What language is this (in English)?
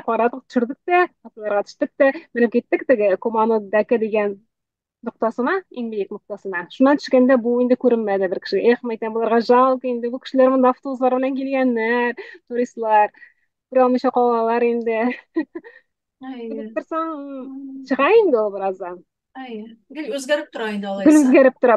Tatar